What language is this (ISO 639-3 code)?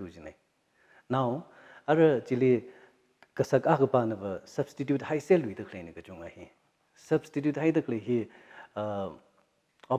nmf